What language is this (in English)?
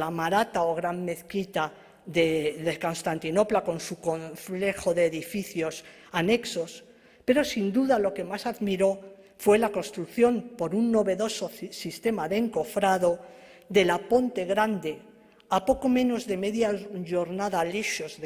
Ladino